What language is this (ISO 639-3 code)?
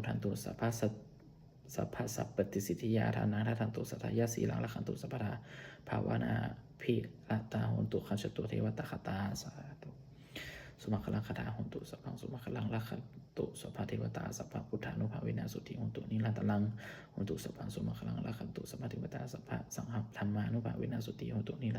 pli